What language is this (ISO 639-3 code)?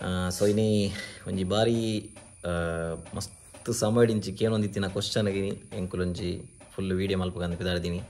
tcy